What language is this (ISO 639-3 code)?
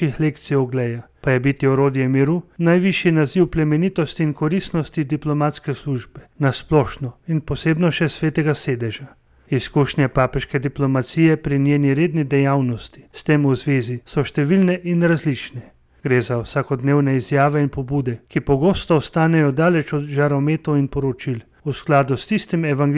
slv